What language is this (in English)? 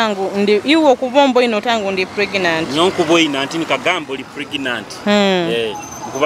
Nyoro